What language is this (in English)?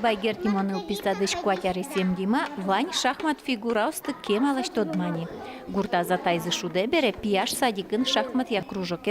Udmurt